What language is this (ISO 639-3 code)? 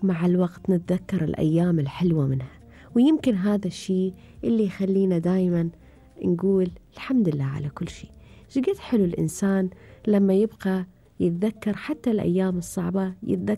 afb